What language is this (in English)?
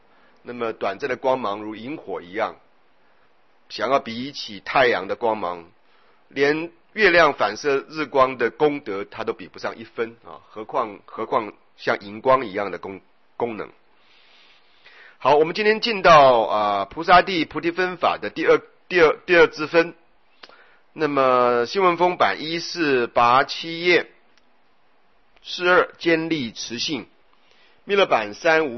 Chinese